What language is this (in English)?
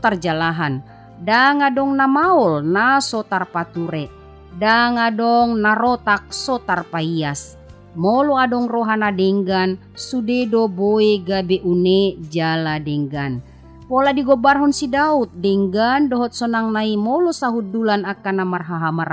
Batak Toba